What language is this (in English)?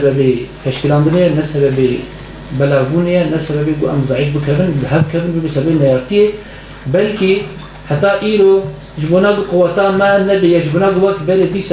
Kurdish